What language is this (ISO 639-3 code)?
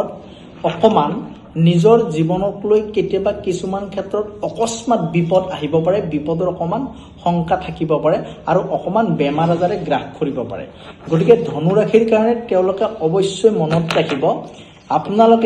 asm